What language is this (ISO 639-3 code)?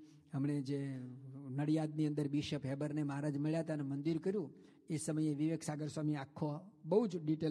guj